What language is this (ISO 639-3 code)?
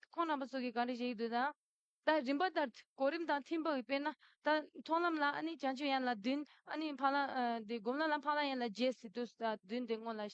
bod